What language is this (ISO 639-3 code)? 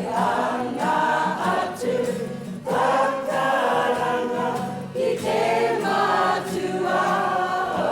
mri